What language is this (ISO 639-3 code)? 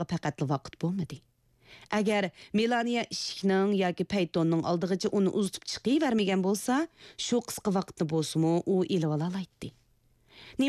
uig